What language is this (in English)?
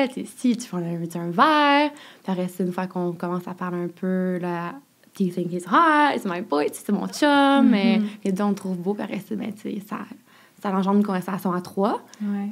French